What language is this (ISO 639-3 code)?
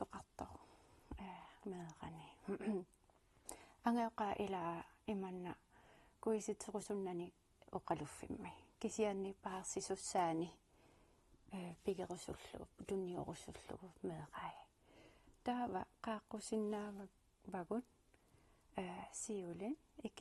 kal